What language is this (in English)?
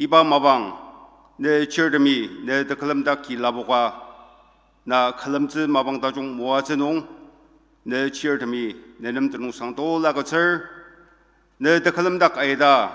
Ao Naga